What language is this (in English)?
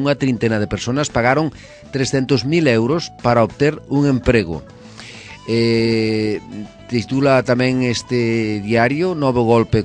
Galician